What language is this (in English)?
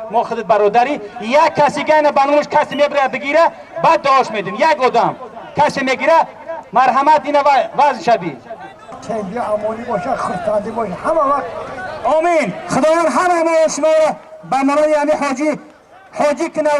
Tajik